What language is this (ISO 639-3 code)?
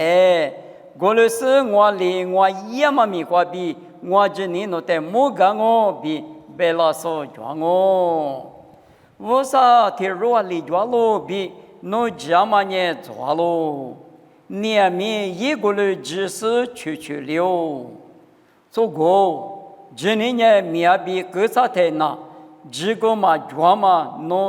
lis